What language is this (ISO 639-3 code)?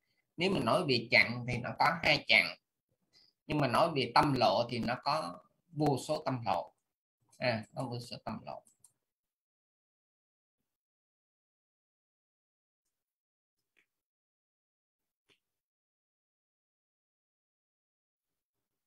vie